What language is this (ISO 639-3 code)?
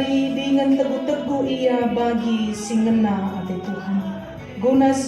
btx